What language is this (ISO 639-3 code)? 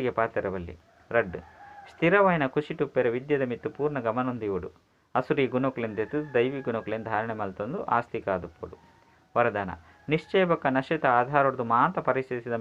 tcy